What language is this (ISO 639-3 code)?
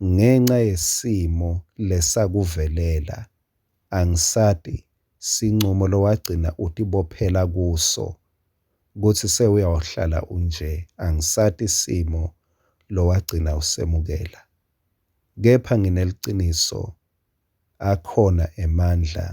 ssw